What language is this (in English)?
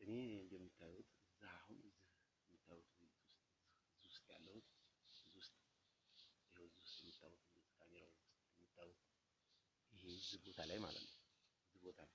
Amharic